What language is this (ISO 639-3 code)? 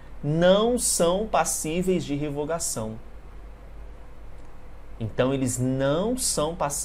por